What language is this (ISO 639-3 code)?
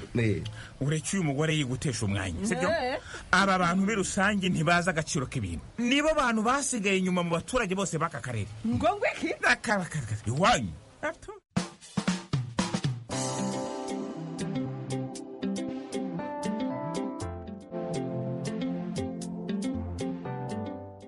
kin